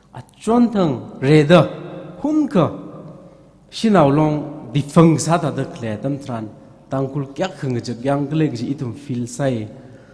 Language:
Tangkhul Naga (India)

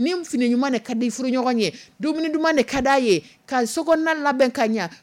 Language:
Dyula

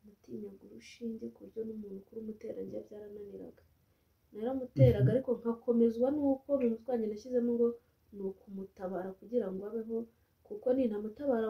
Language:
Kinyarwanda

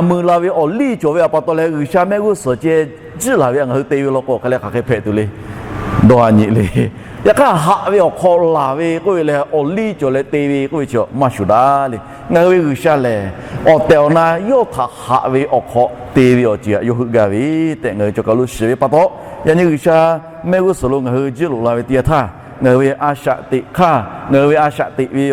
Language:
Lahu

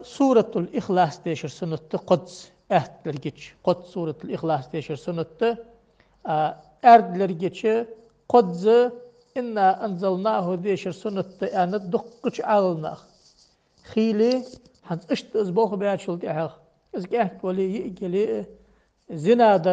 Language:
Ingush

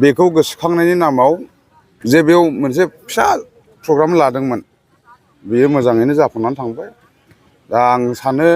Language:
Bodo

